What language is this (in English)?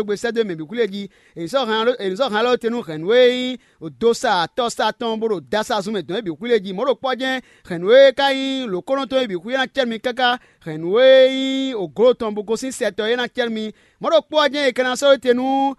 Fon